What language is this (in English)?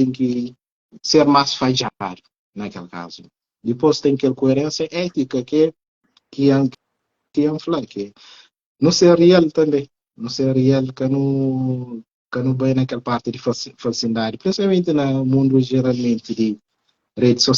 Kabuverdianu